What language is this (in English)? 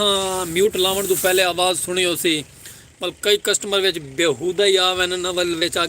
Saraiki